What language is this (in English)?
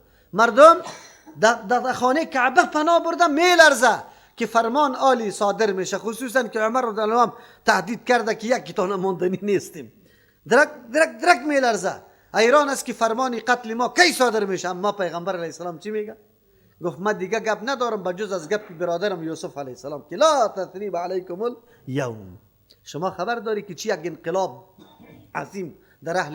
Persian